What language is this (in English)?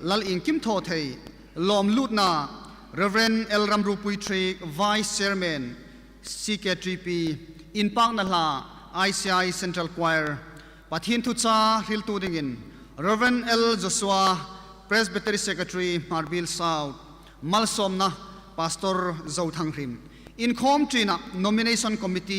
Hmar